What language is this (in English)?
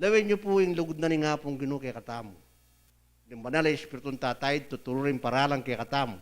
Pampanga